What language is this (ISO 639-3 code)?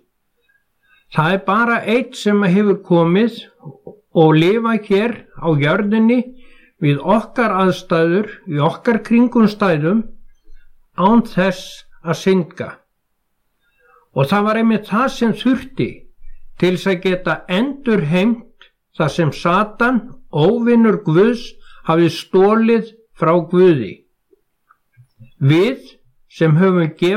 isl